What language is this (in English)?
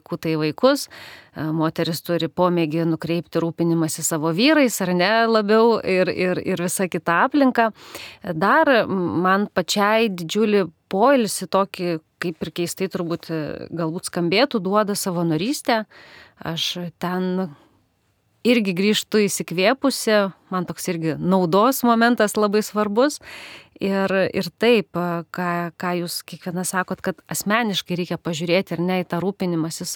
Lithuanian